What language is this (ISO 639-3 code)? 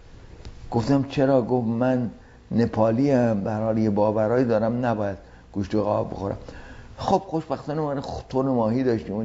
fas